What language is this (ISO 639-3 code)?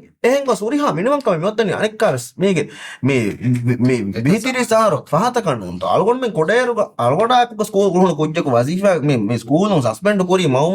div